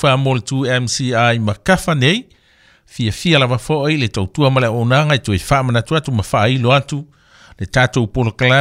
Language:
Samoan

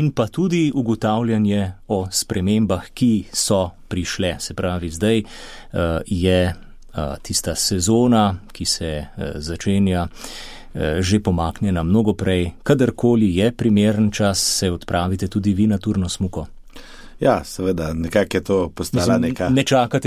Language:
Slovenian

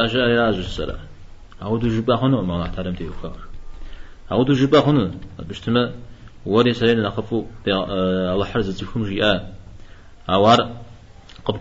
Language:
Kabardian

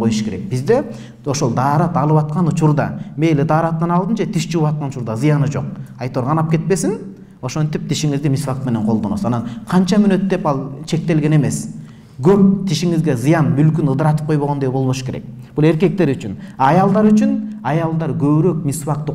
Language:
Kyrgyz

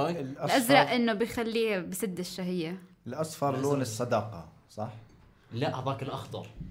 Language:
North Levantine Arabic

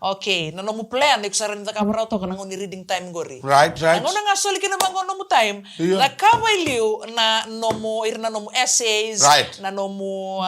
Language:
Fijian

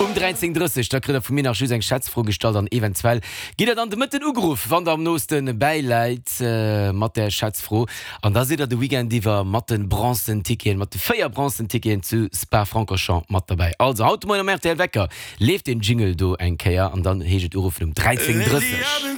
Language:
Luxembourgish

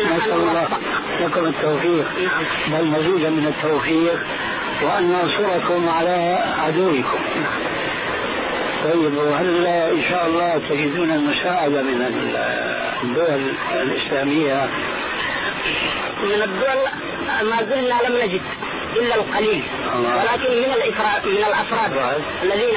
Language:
Arabic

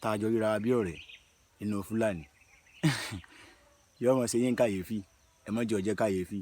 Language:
Yoruba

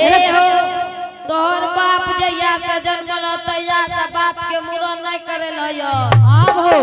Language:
Angika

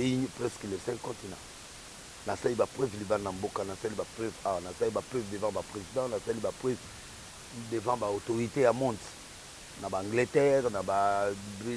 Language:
Lingala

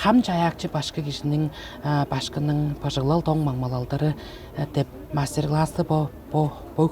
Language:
Tuvinian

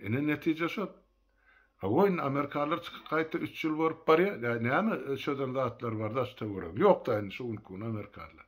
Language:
Turkmen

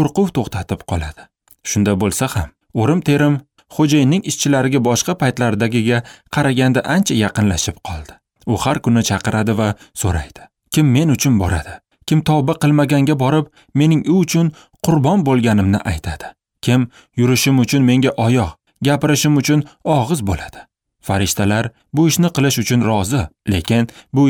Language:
Uzbek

